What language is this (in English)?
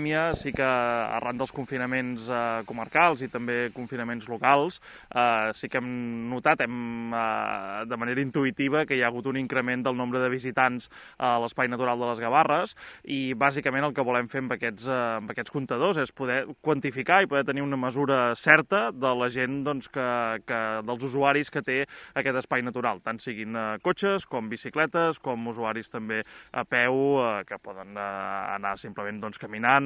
Catalan